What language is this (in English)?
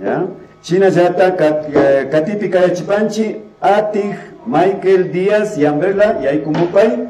Imbabura Highland Quichua